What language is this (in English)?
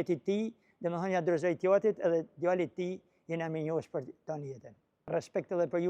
Albanian